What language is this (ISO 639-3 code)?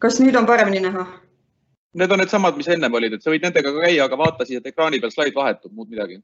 est